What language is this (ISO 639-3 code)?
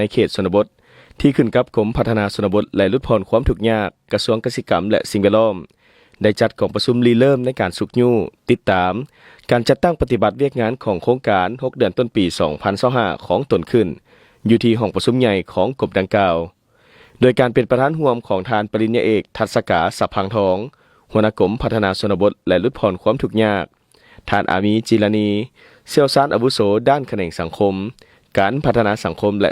lao